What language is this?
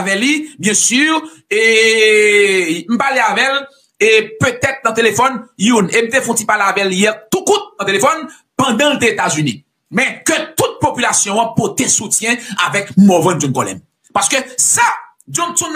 Haitian Creole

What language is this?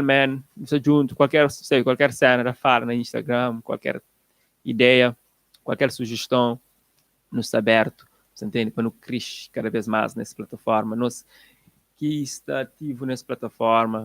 Kabuverdianu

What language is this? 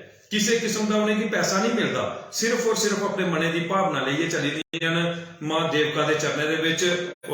Dogri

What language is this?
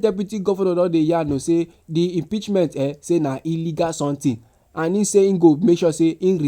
Nigerian Pidgin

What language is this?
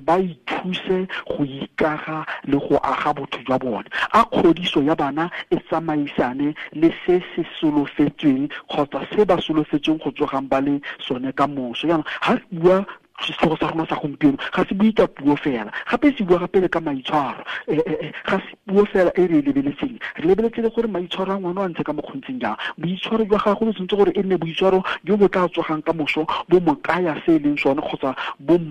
Tswana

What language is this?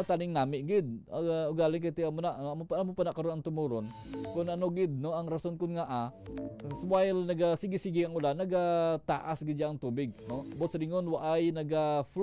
Hiligaynon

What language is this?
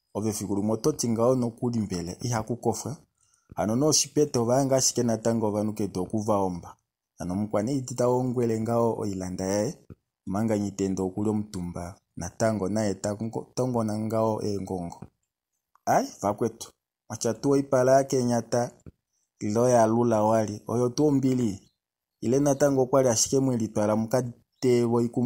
Kuanyama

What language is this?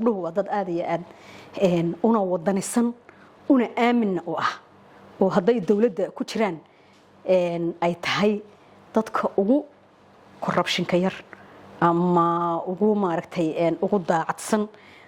Somali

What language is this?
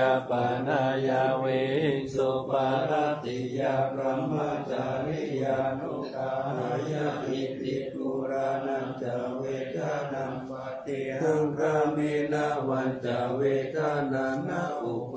Pali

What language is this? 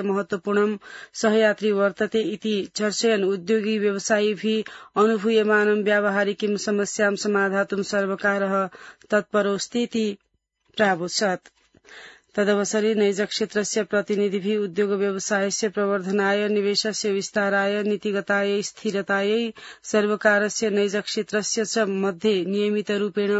Sanskrit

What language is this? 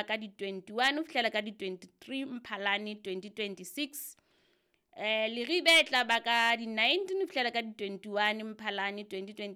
Southern Sotho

